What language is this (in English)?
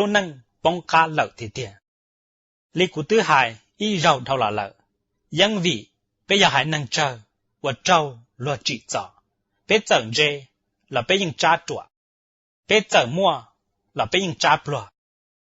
Hmong